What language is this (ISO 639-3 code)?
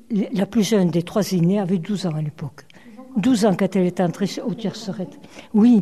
fra